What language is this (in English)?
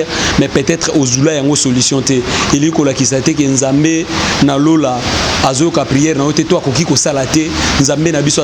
Lingala